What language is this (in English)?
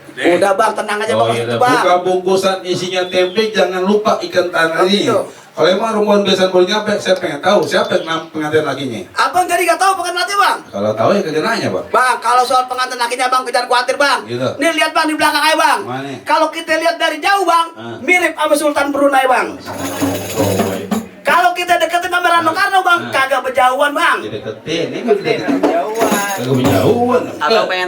Betawi